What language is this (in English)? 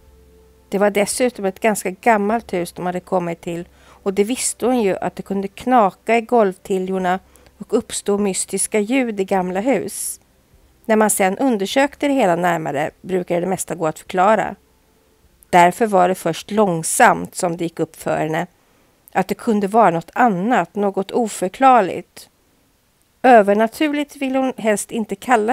Swedish